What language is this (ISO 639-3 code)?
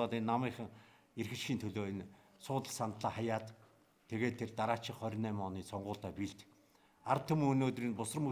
mon